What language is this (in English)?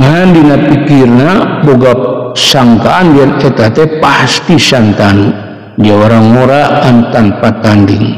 Sundanese